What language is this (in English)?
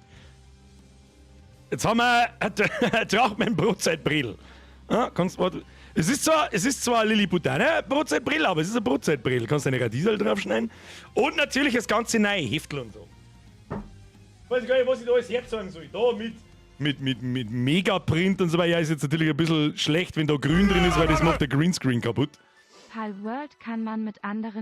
Bavarian